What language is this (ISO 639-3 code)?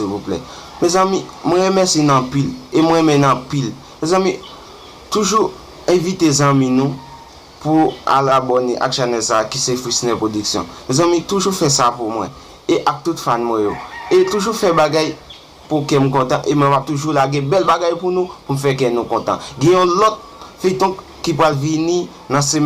hat